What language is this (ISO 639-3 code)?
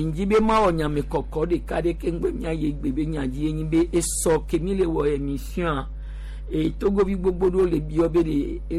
gej